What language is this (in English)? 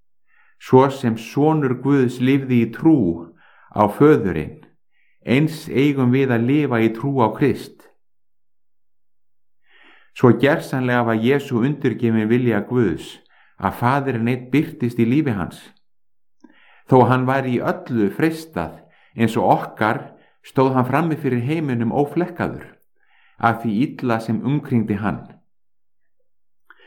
Icelandic